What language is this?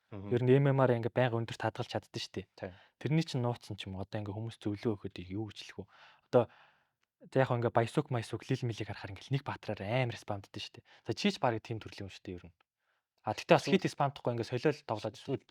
Mongolian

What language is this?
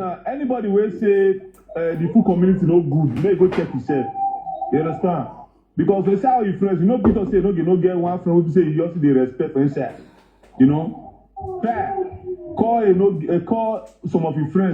Nigerian Pidgin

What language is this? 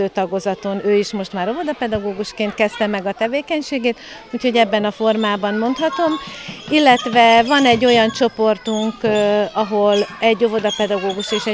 Hungarian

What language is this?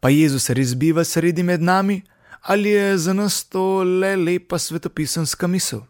Slovenian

